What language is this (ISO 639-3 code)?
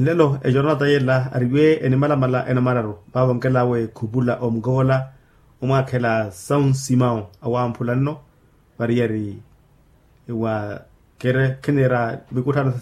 vmw